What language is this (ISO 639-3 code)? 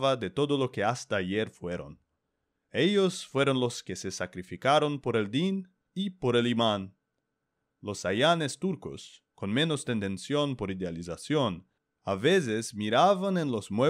lad